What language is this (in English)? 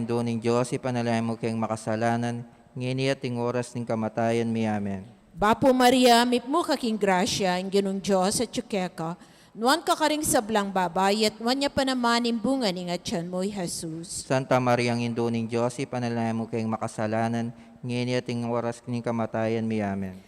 Pampanga